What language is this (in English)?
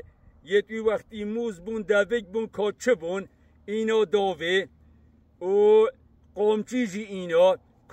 Kurdish